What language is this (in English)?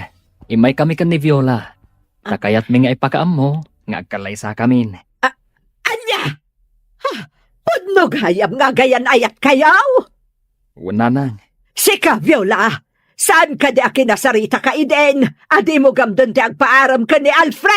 Iloko